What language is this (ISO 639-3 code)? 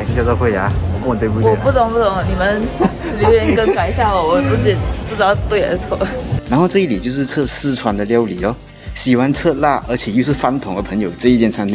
zho